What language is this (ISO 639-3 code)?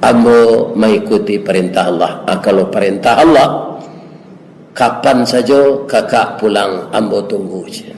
min